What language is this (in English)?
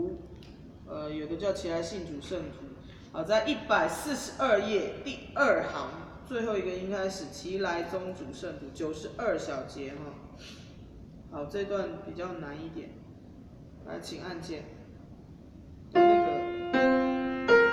Chinese